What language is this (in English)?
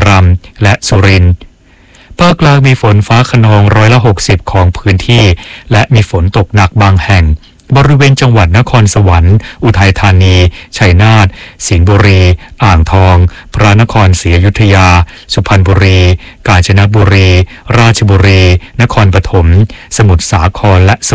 Thai